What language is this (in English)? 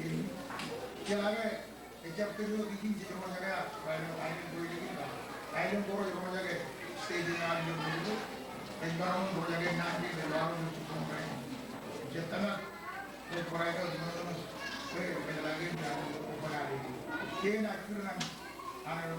Marshallese